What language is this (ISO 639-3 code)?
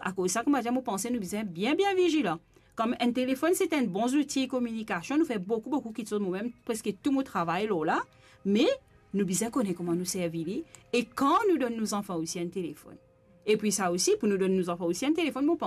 mfe